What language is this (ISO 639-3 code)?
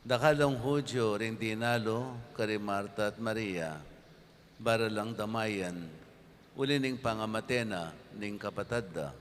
pam